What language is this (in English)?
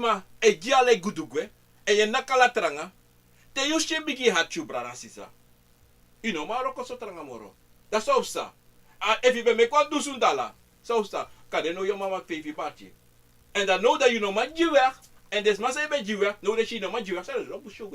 Sranan Tongo